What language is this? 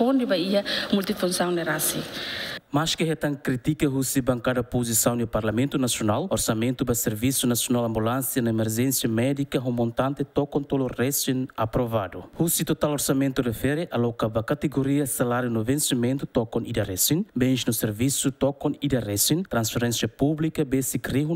Tetum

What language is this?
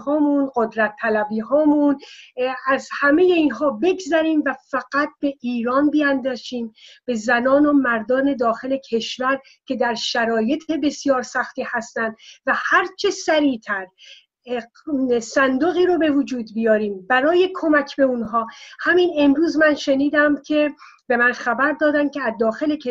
Persian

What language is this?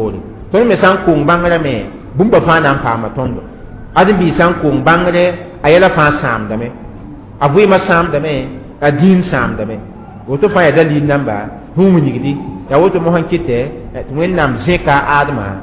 Mossi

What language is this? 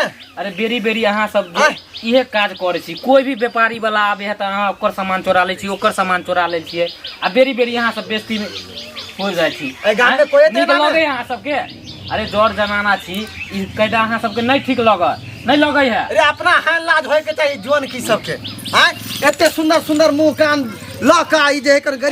Maithili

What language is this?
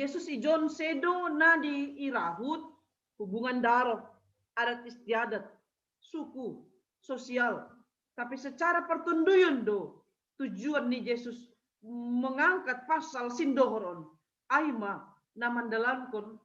Batak Simalungun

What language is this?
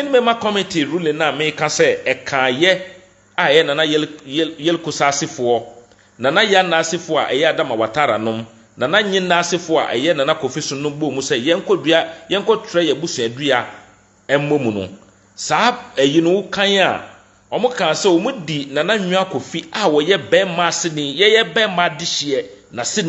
Akan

